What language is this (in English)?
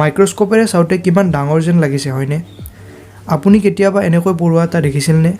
Assamese